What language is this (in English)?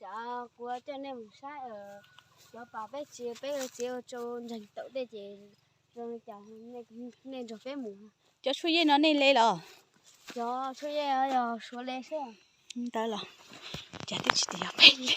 Hmong